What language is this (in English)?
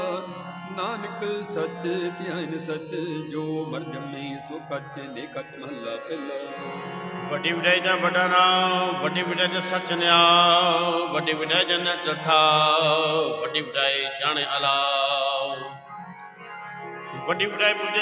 Punjabi